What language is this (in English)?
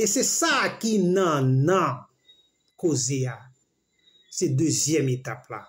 Haitian Creole